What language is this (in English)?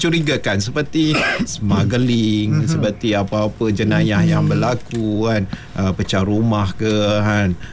Malay